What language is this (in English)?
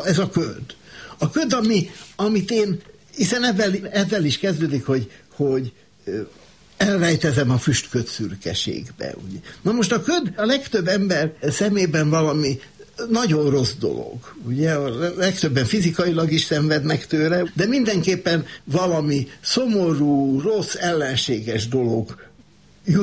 Hungarian